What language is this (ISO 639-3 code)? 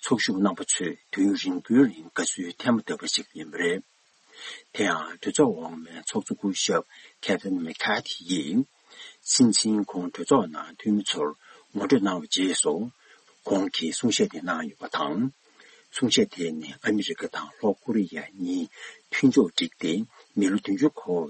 bod